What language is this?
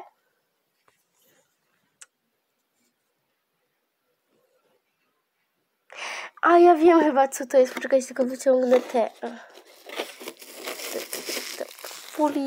Polish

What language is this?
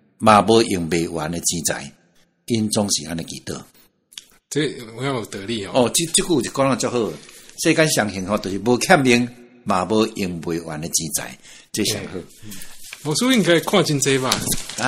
Min Nan Chinese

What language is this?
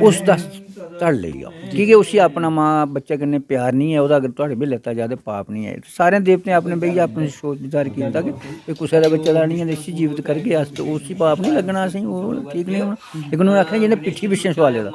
Dogri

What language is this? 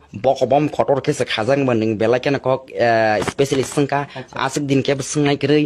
Kok Borok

